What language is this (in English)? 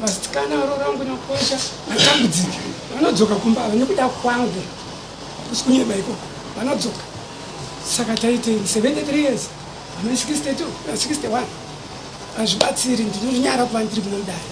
Shona